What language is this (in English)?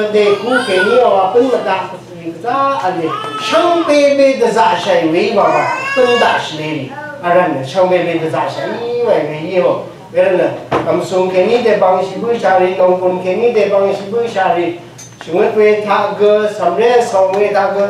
Rawang